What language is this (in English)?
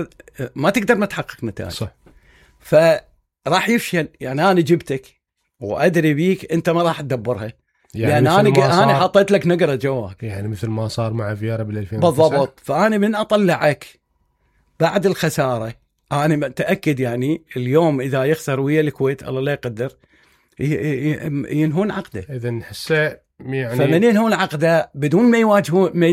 Mesopotamian Arabic